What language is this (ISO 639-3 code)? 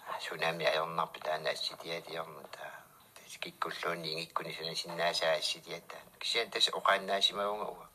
kal